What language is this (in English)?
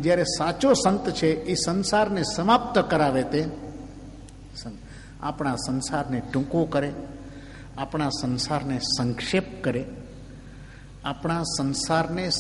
Gujarati